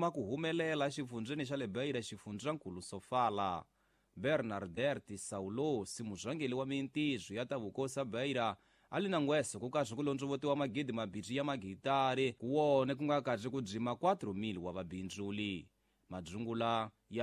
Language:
Tsonga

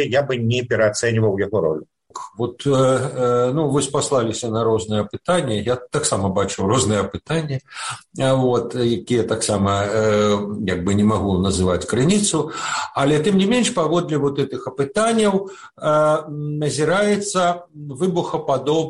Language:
Belarusian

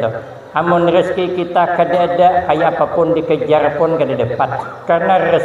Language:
Banjar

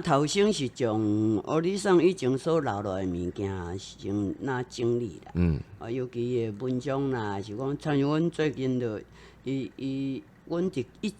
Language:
Min Nan Chinese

